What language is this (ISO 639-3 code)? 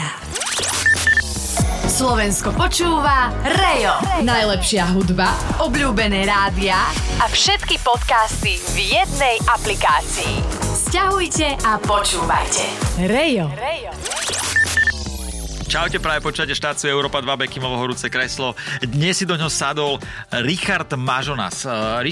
slk